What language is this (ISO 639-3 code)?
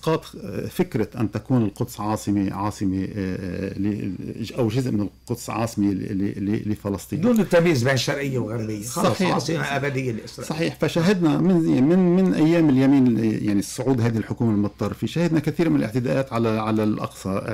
ara